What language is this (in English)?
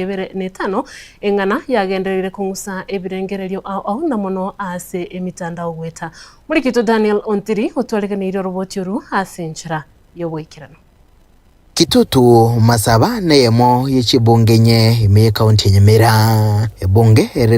Gusii